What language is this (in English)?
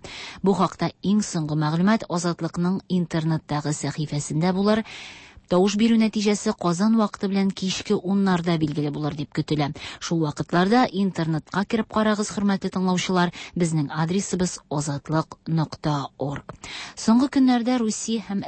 Tatar